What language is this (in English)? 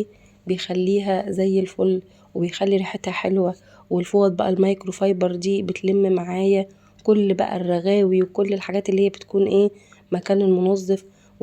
Egyptian Arabic